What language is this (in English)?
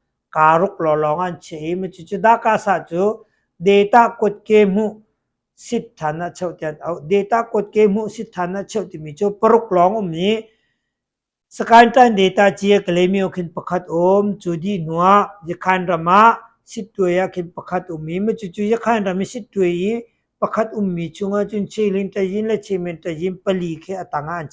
Hakha Chin